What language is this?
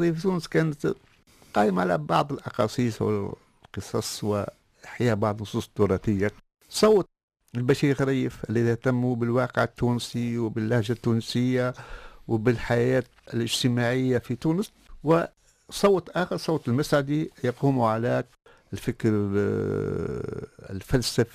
Arabic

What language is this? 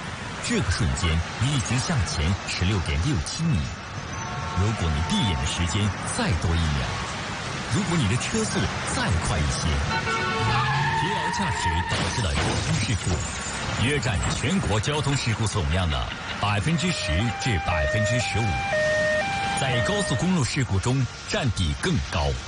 Chinese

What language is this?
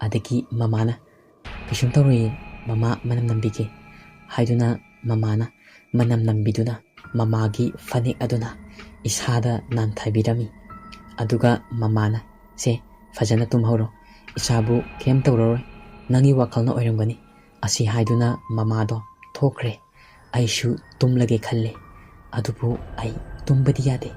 Manipuri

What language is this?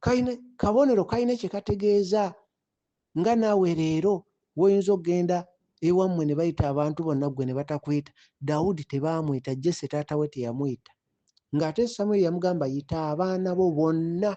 Ganda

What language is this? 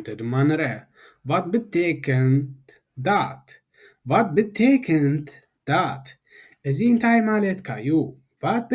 Tigrinya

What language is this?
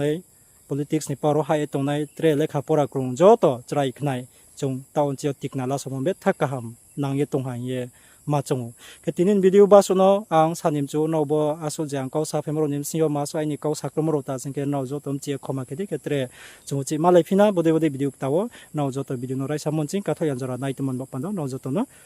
Riang (India)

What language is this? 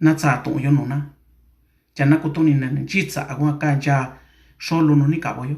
Mixtepec Mixtec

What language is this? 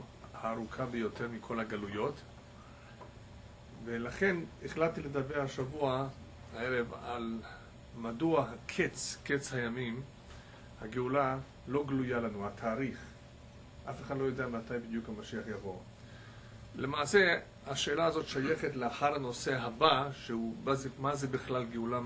Hebrew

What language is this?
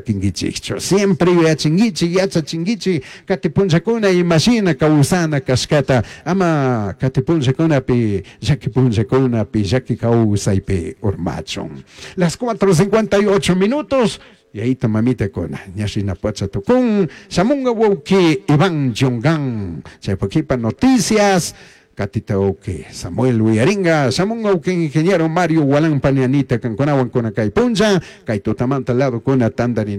Chimborazo Highland Quichua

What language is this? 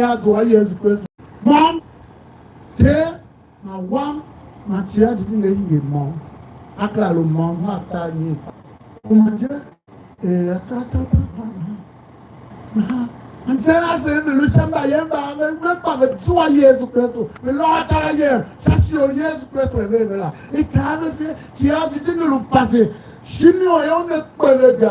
Tiv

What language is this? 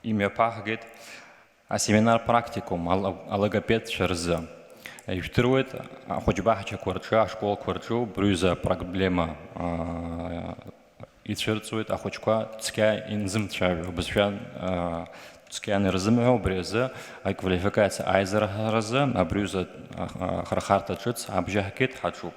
Abkhazian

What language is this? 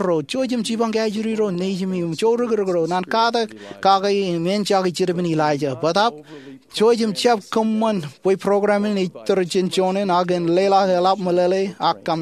Marshallese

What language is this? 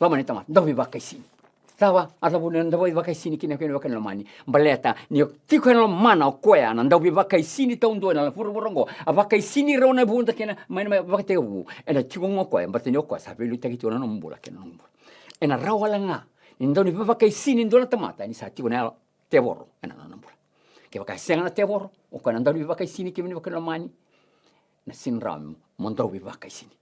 Fijian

